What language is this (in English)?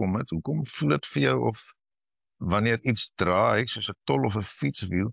Afrikaans